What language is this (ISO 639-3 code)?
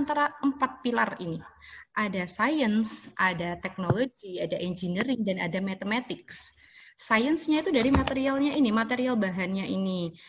ind